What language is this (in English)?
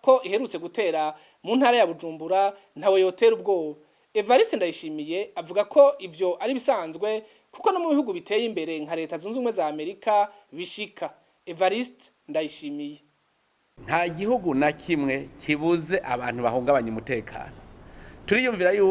Rundi